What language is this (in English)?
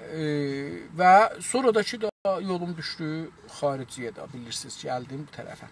South Azerbaijani